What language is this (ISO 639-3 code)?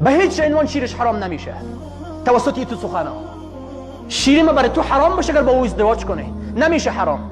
fas